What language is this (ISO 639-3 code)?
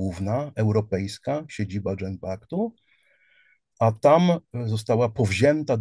pol